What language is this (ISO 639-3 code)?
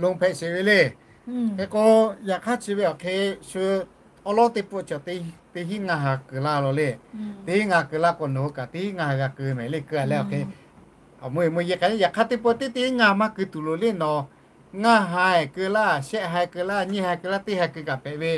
lhu